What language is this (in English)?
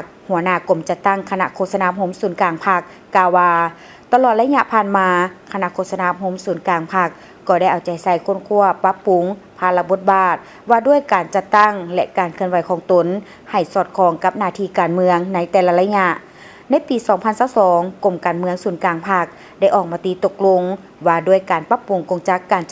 Lao